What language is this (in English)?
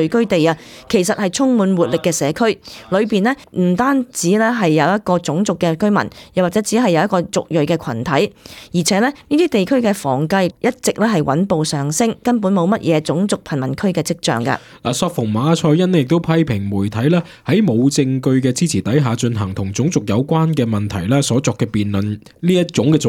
Cantonese